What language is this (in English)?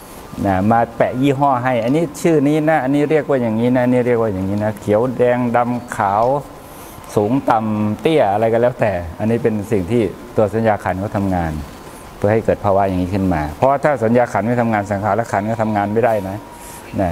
Thai